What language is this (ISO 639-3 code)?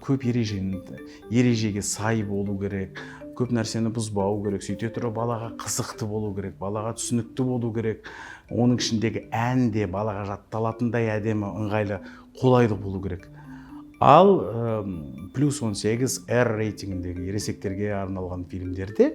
kaz